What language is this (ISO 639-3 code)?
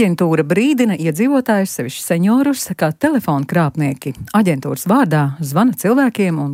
lav